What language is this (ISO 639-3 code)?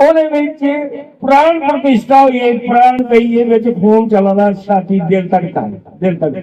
doi